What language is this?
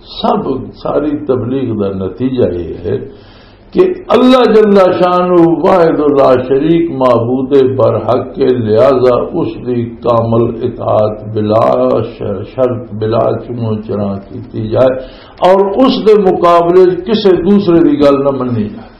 Western Panjabi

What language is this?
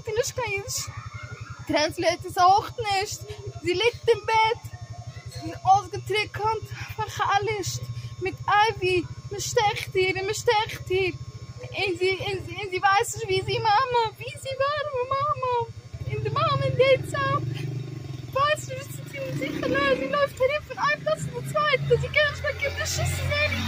Yiddish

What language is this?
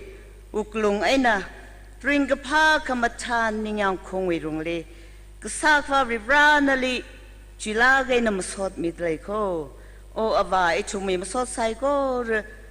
Tangkhul Naga (India)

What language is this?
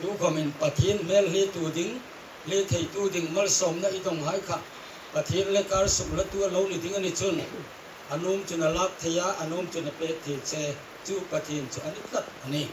Hmar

